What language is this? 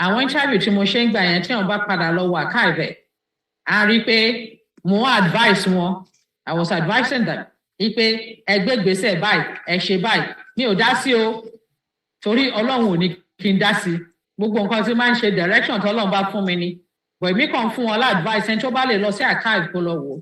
Yoruba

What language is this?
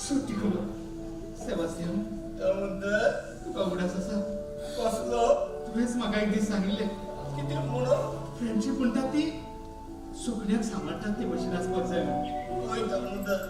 Konkani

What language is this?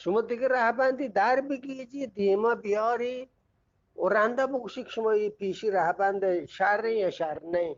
Eastern Balochi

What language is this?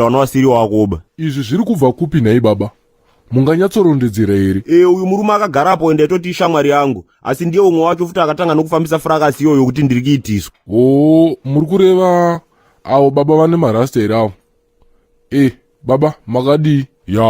Shona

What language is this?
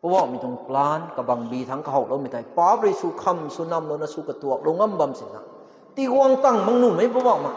Rongmei Naga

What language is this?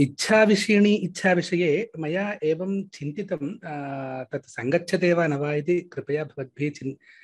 Sanskrit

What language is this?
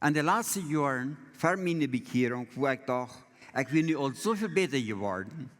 Plautdietsch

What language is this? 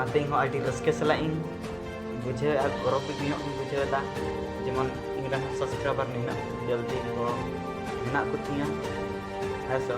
Santali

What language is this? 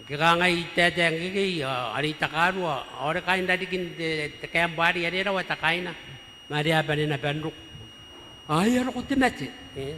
Gilbertese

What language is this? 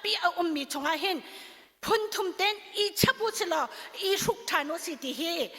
Hakha Chin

